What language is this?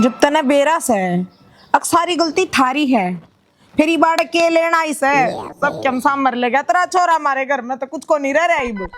Haryanvi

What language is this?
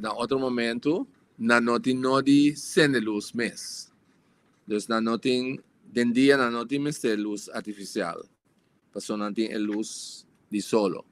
Papiamento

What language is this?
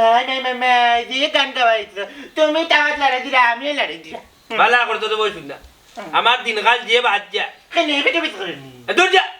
Sylheti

